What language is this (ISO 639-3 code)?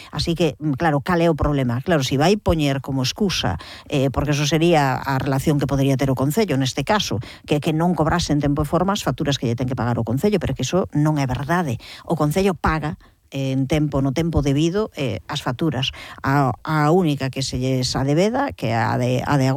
glg